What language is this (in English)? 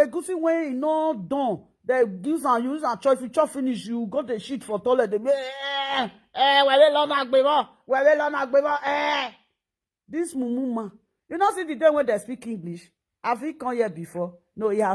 Nigerian Pidgin